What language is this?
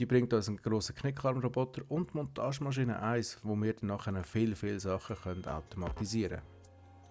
Swiss German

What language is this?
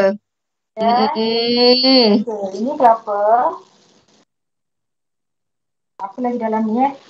Malay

